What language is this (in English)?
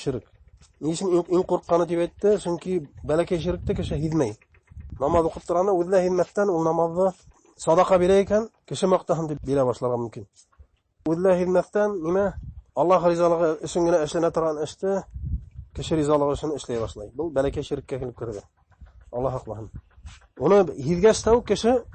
Bashkir